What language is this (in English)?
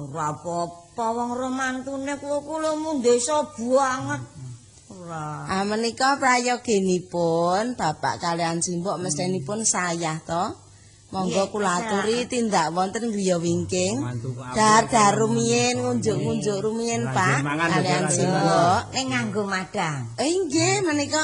Javanese